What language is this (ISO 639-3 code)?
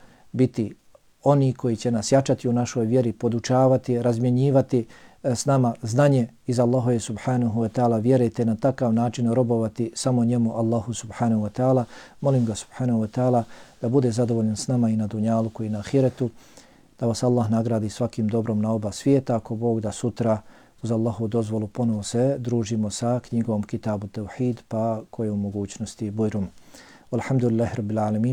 bos